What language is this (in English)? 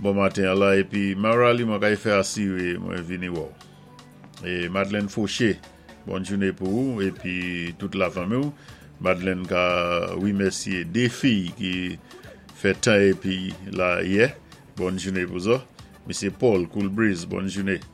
Saint Lucian Creole French